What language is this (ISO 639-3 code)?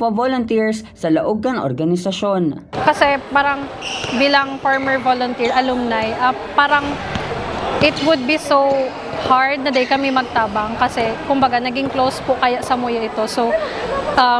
bik